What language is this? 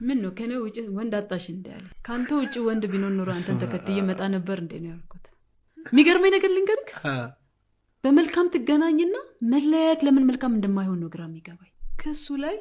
Amharic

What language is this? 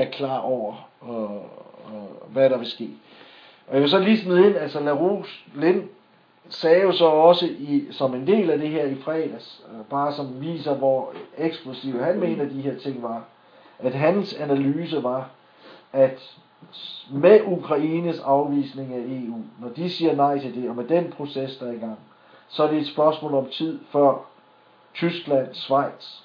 Danish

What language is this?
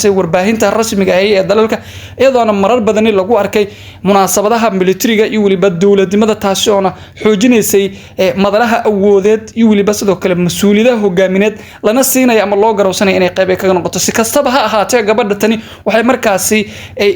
Somali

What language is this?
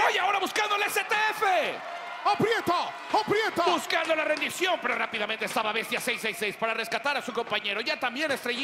Spanish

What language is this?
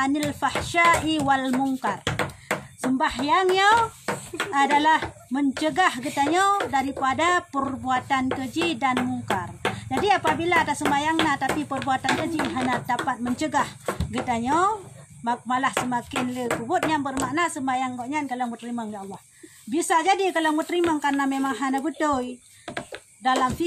Achinese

